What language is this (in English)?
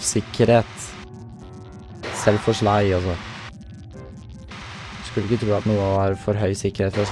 Norwegian